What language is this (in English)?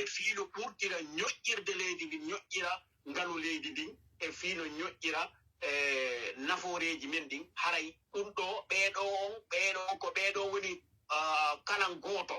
Fula